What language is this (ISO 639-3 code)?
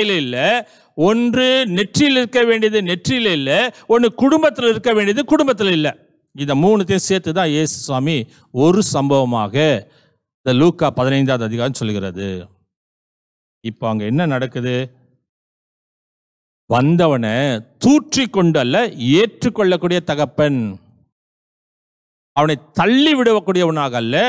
tam